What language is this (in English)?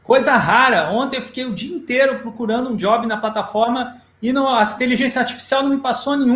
Portuguese